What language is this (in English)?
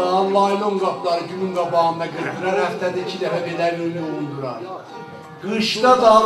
South Azerbaijani